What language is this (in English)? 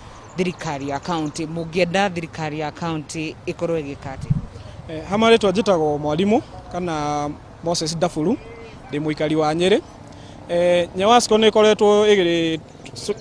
Kikuyu